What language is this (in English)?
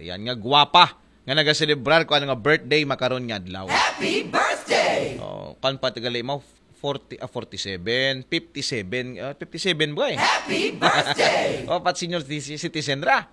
Aklanon